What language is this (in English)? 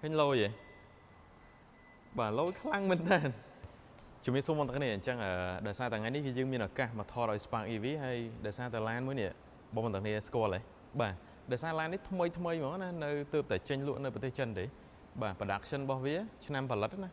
Khmer